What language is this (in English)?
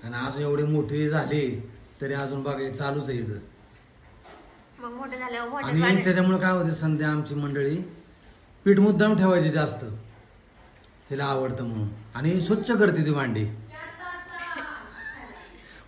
Marathi